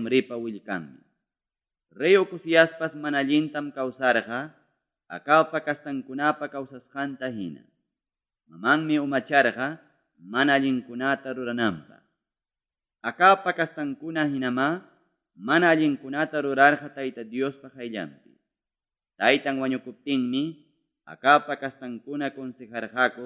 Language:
Ayacucho Quechua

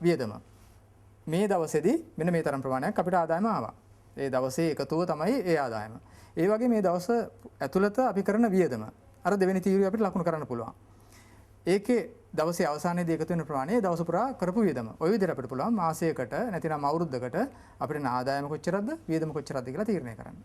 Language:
Sinhala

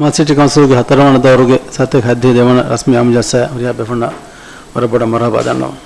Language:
Divehi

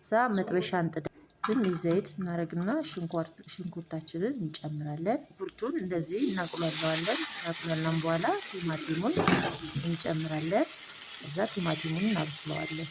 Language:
Amharic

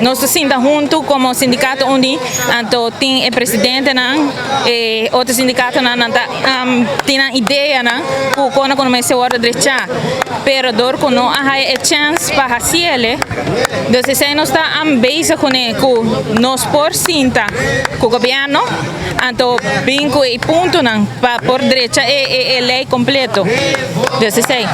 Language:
Papiamento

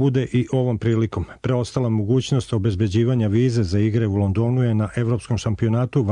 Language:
Serbian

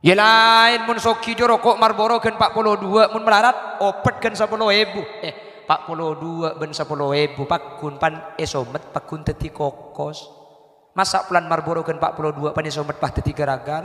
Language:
Madurese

